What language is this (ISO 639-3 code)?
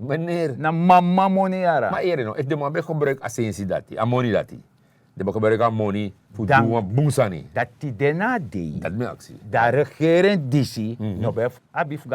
srn